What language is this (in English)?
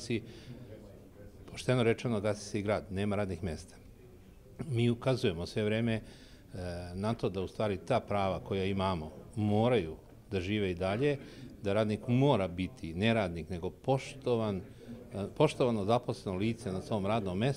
Serbian